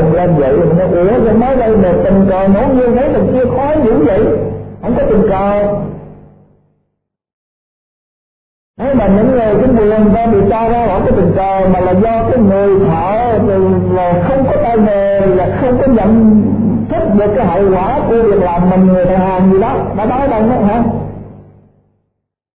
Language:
Vietnamese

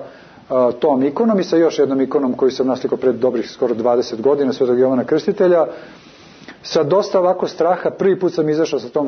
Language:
Serbian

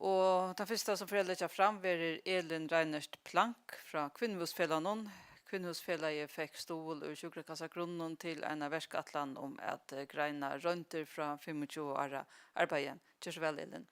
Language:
Faroese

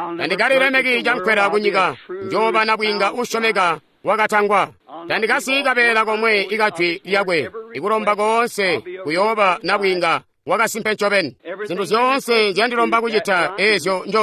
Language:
Tonga (Zambia)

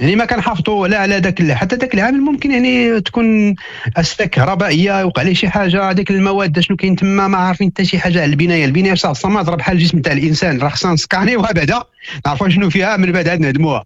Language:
Moroccan Arabic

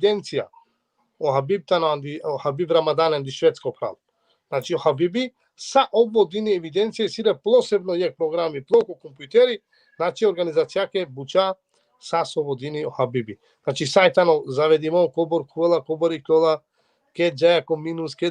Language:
Balkan Romani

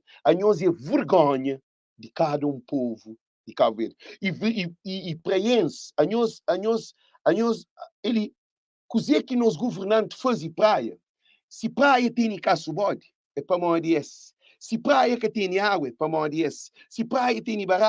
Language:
Kabuverdianu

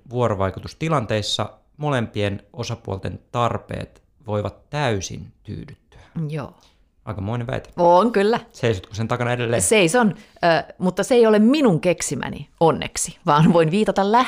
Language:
Finnish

